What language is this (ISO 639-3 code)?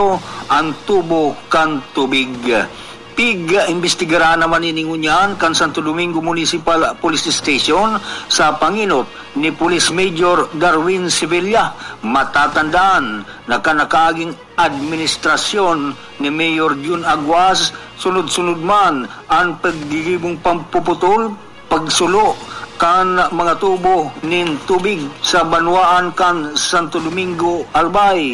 bik